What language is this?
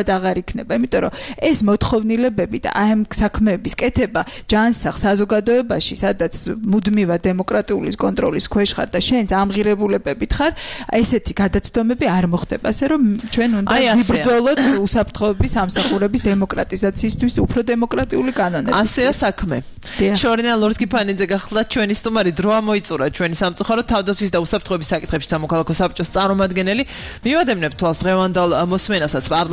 Georgian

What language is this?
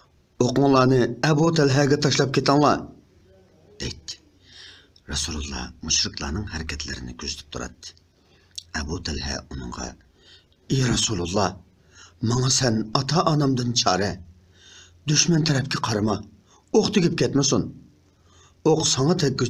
Uyghur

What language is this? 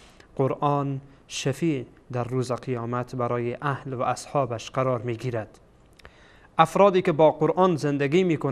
Persian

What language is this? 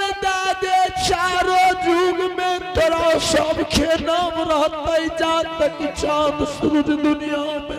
Angika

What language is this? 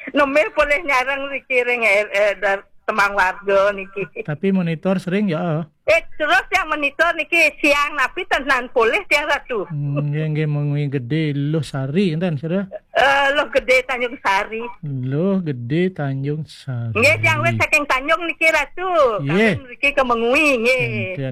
Balinese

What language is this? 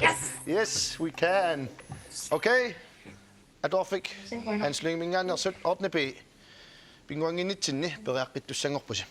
Kalaallisut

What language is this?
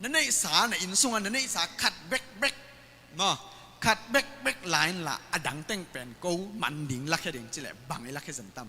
Tedim Chin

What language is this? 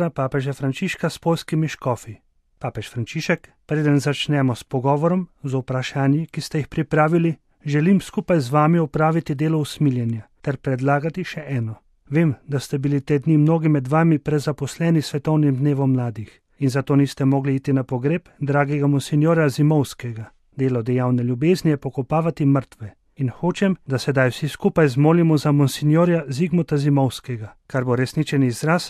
Slovenian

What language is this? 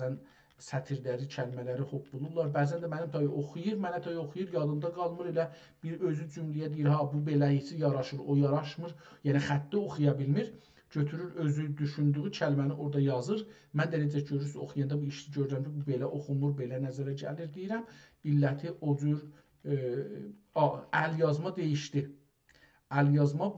South Azerbaijani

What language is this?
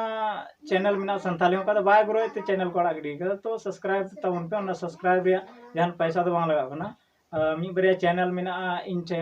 Santali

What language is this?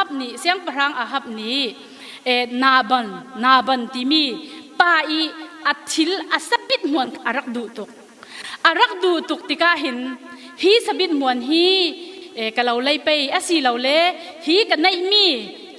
Falam Chin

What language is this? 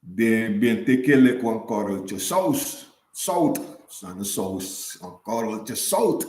Sranan Tongo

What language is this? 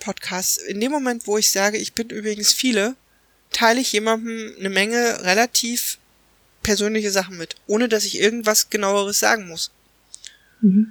German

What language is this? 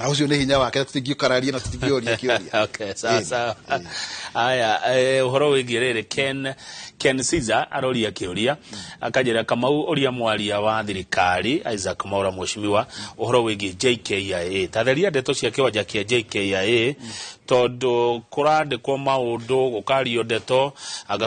Kikuyu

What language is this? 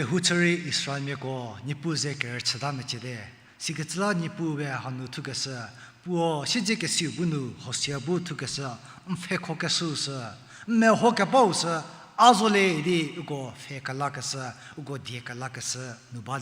Angami Naga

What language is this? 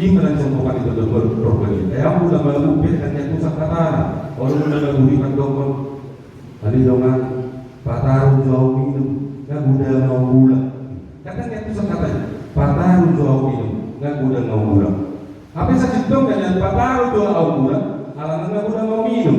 Batak Toba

